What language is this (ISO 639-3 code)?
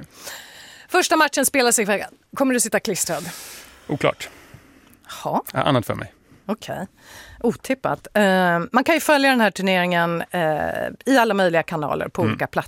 swe